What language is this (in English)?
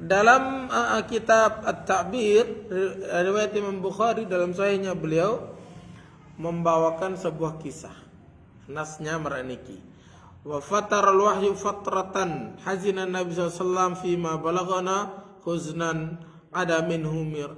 Sasak